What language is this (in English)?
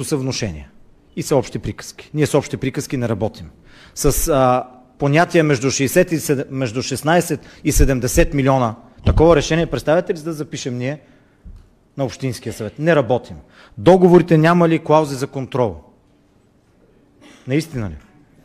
Bulgarian